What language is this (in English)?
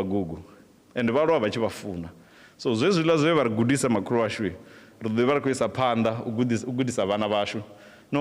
Venda